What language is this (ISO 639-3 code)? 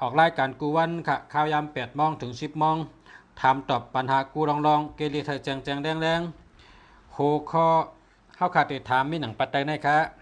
shn